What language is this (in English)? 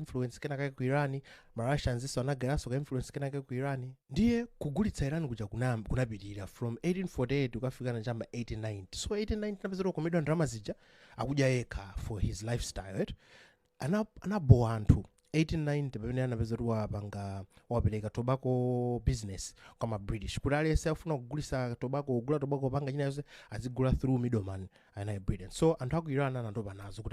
Nyanja